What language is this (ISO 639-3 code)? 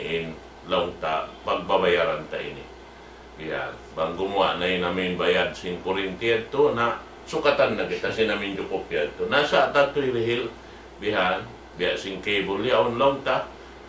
tsg